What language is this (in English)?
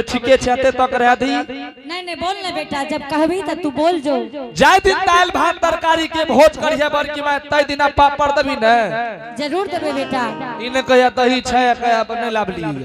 Angika